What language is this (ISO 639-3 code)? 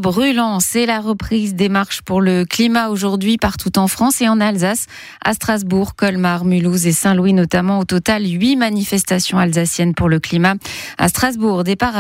fra